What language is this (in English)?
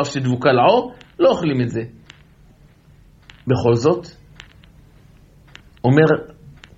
Hebrew